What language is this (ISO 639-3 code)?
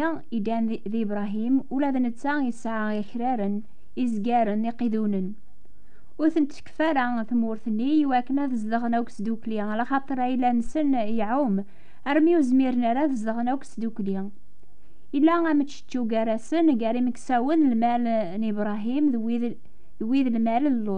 kab